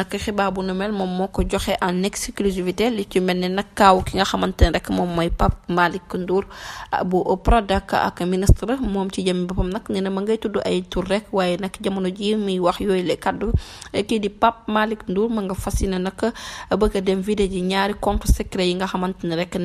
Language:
Wolof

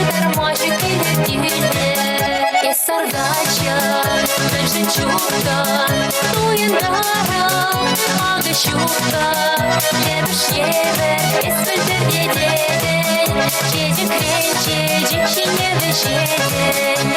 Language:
Chuvash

